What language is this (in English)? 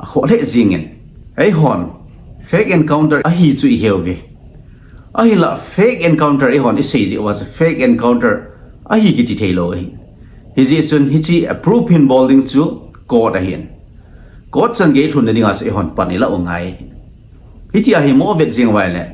Thado Chin